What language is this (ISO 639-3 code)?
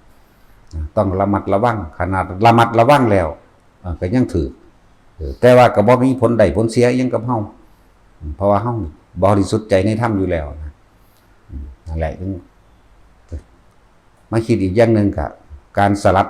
lao